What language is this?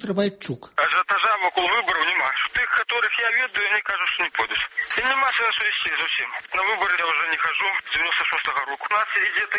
Belarusian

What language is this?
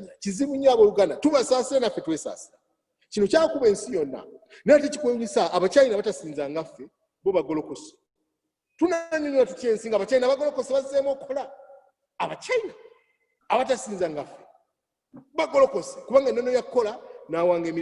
Ganda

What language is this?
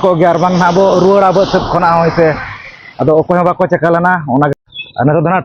Santali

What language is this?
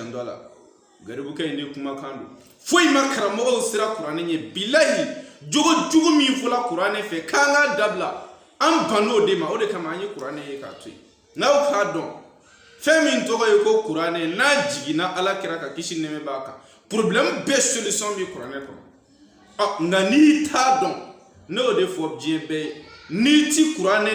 Bambara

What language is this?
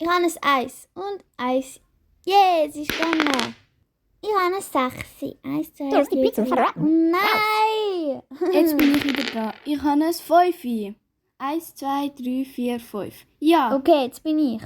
Swiss German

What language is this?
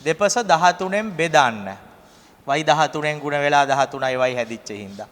Sinhala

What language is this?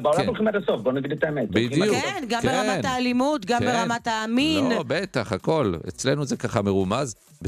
Hebrew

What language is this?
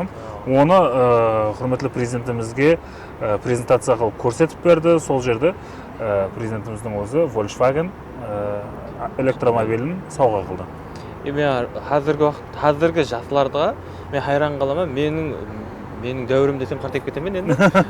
Kara-Kalpak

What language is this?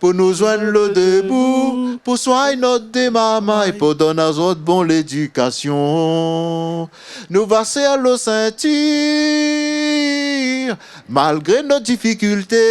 Réunion Creole French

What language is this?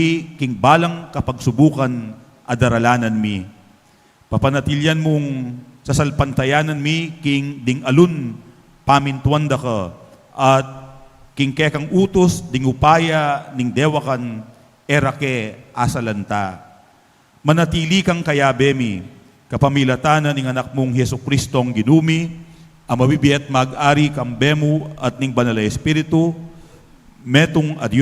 Pampanga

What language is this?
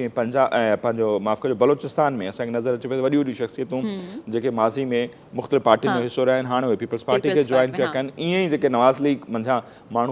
Sindhi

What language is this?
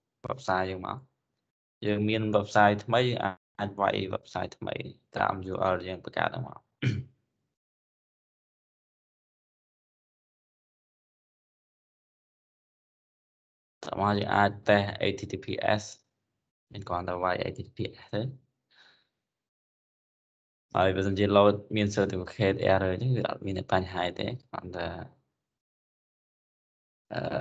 Khmer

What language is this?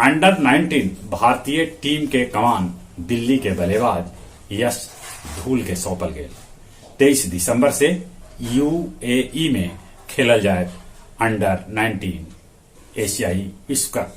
Magahi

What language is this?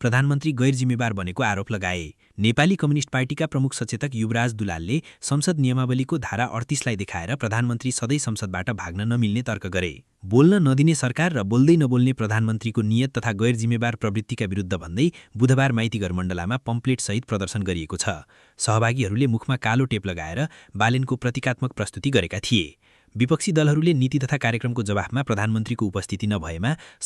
Nepali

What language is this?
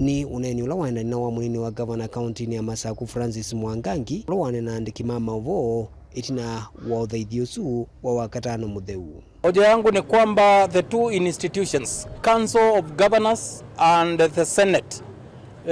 Kamba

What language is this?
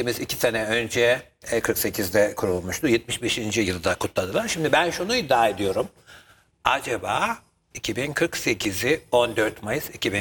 Turkish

